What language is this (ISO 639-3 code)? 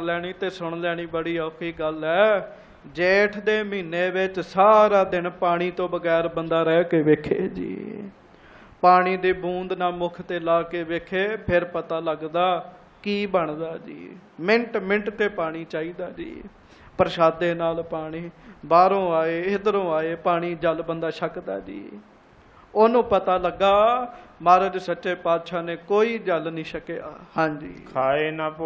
pan